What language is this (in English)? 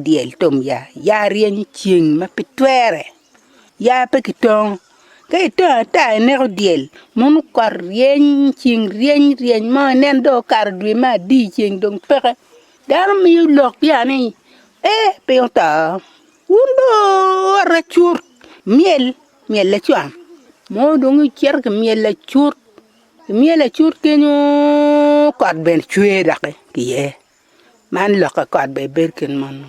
Acoli